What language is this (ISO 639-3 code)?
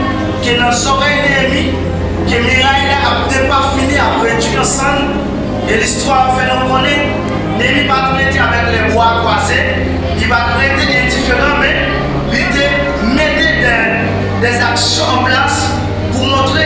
hat